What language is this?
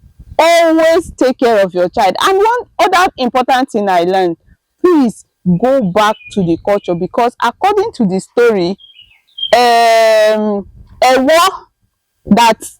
Idoma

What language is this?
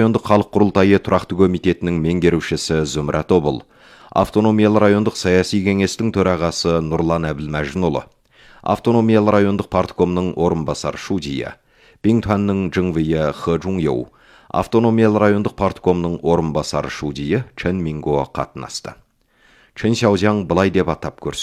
Kazakh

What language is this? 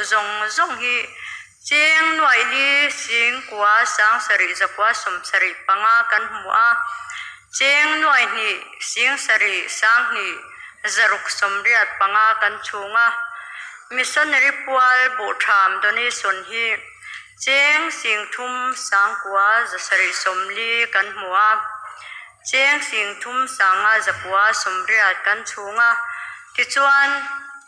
Mizo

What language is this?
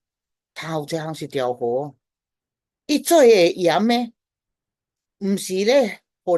Min Nan Chinese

